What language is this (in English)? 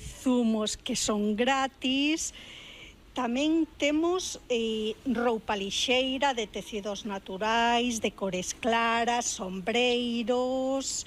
Galician